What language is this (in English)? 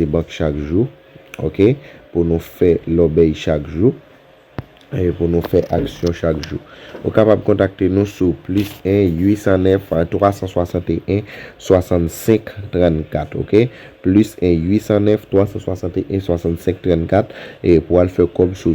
Haitian Creole